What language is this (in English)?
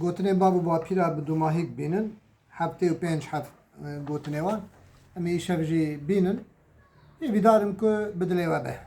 Kurdish